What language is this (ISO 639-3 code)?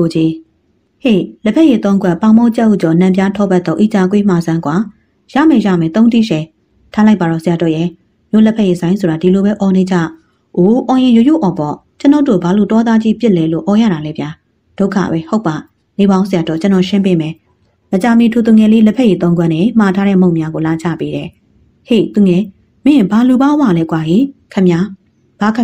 mya